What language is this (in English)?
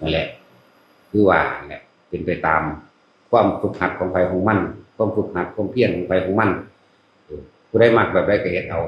Northeastern Thai